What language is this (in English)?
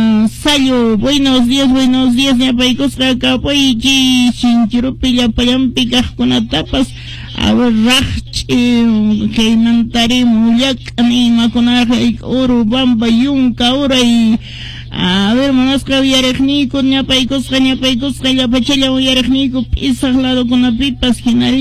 Quechua